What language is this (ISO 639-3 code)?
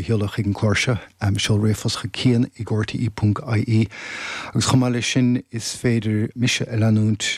gle